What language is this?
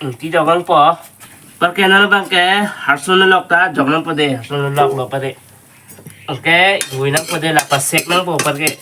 Karbi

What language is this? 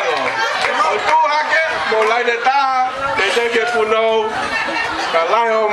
Tongan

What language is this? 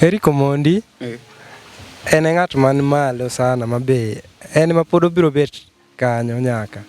Luo (Kenya and Tanzania)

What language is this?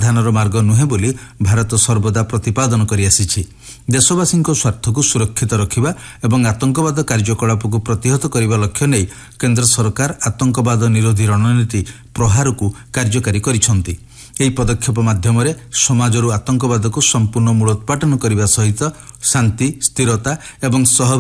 Odia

